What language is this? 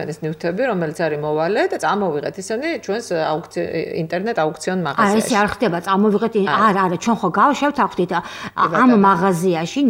Georgian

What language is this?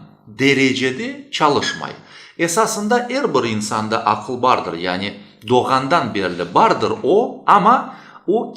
Crimean Tatar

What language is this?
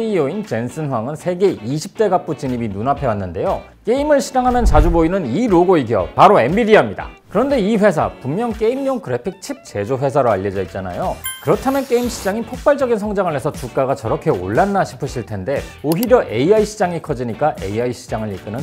Korean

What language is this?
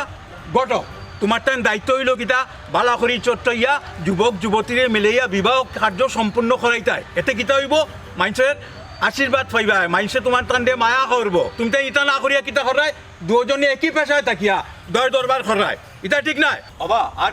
Sylheti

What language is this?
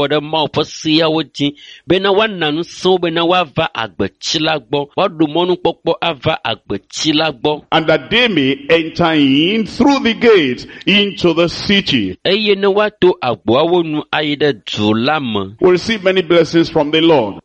Ewe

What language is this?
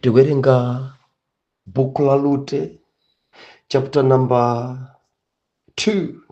Nyanja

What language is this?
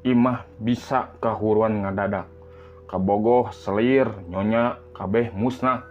Sundanese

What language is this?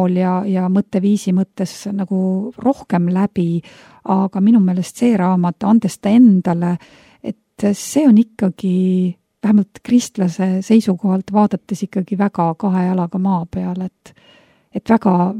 Estonian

